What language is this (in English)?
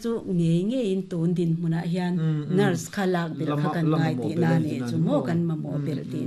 Mizo